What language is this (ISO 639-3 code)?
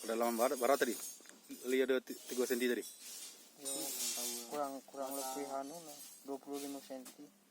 min